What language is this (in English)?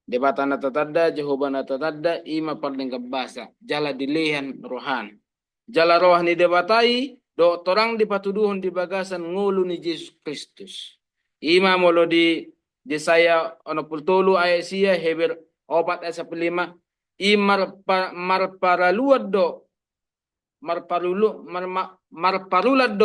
Batak Toba